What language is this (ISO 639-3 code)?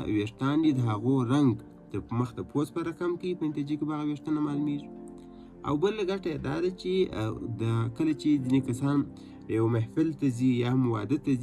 pus